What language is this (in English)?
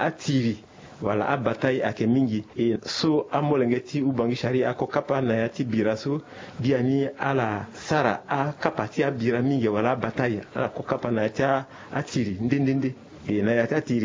Sango